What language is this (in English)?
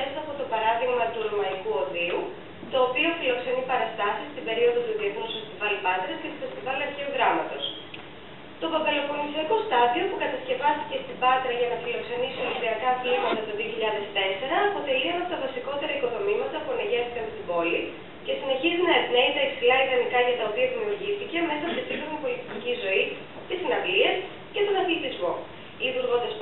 Greek